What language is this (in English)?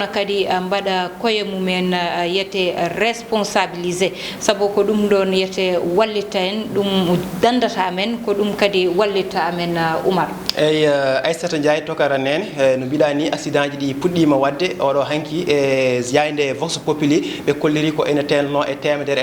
Fula